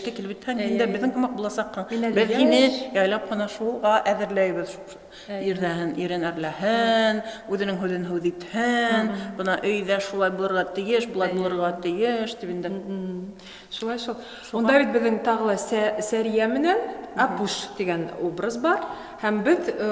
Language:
Bashkir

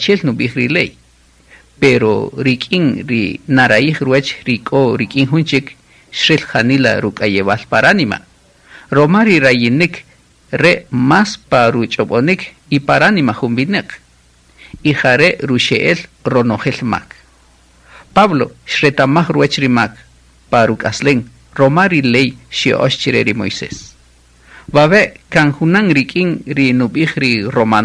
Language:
Kaqchikel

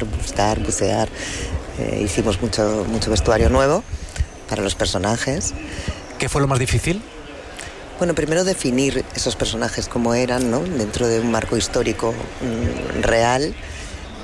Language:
Spanish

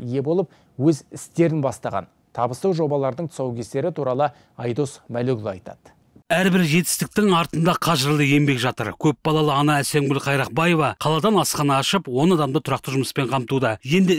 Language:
Kazakh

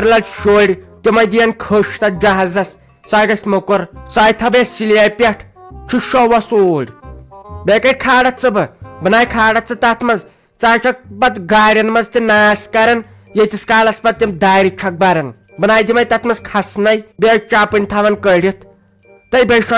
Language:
Kashmiri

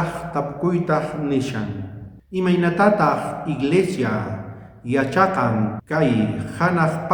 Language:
South Bolivian Quechua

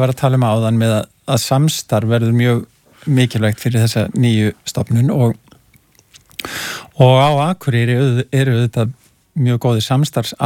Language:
Icelandic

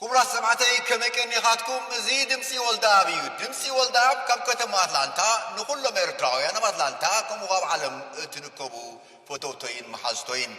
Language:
Tigrinya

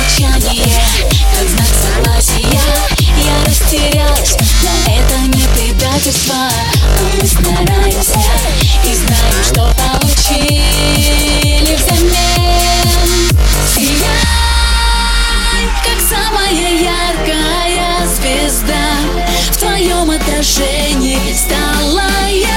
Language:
Russian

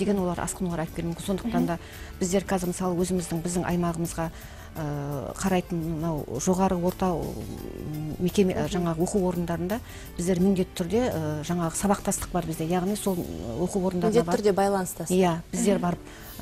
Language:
Kazakh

